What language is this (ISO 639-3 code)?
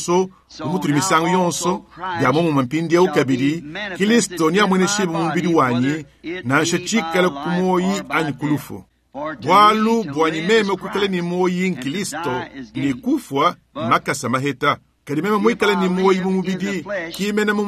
lua